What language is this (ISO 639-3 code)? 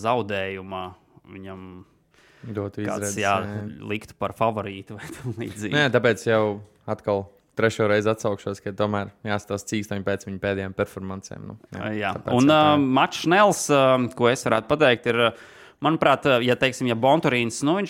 lav